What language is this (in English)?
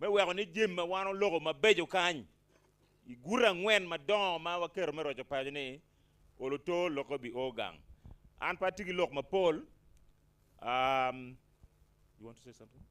Acoli